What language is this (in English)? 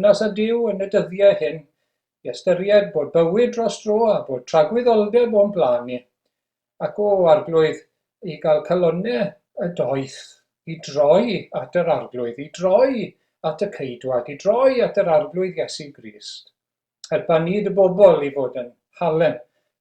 Welsh